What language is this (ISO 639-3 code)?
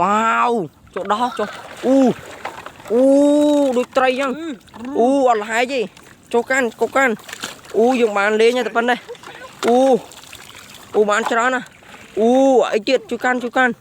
khm